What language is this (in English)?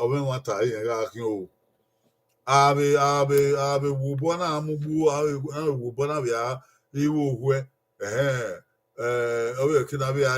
Bini